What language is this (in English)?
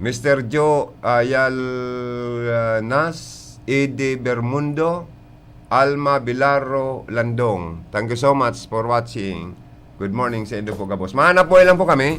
Bikol